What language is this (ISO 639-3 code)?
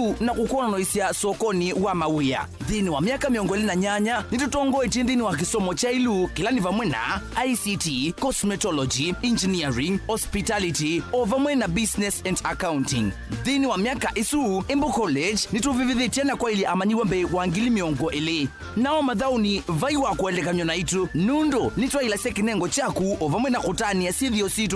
kam